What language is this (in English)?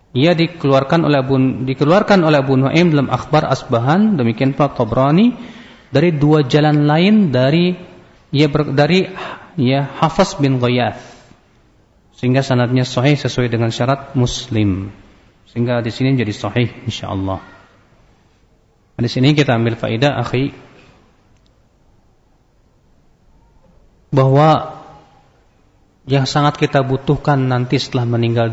Indonesian